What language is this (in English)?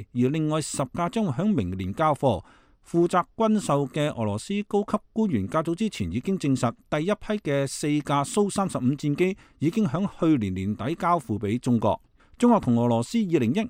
Cantonese